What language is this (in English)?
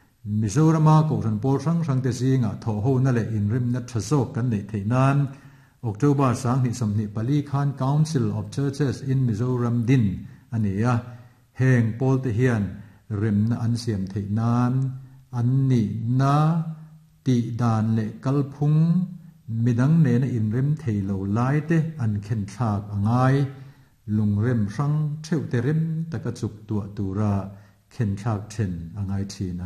Mizo